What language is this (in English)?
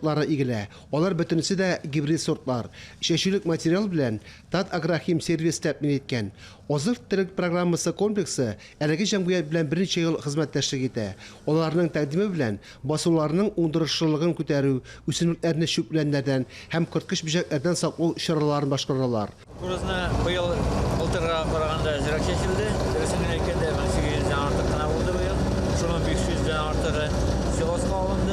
Tatar